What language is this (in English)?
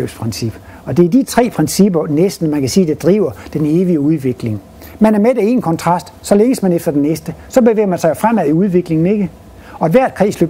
Danish